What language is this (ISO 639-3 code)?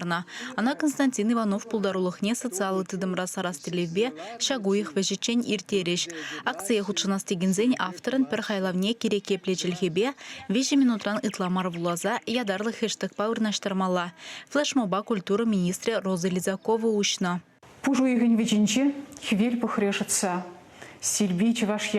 chv